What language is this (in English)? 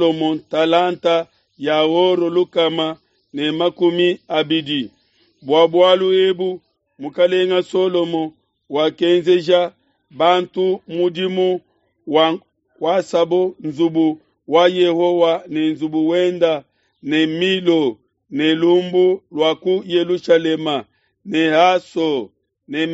Luba-Lulua